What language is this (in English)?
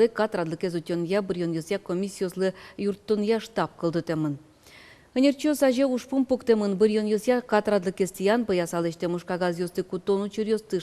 Udmurt